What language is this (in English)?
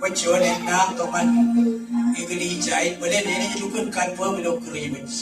Marshallese